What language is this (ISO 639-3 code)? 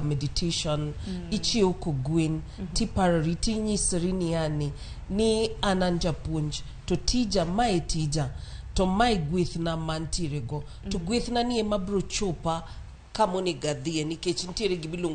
luo